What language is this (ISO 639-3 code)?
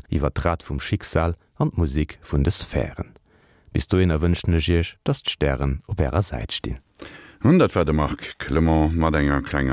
ltz